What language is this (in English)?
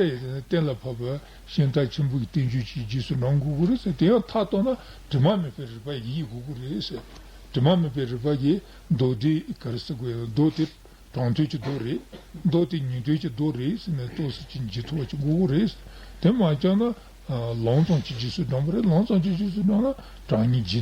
Tibetan